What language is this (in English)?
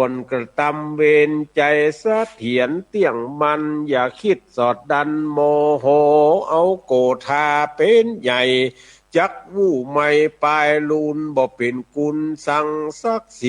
Northern Thai